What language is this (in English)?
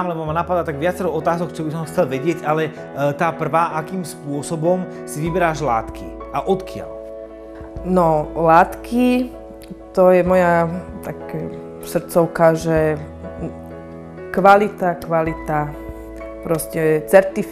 Slovak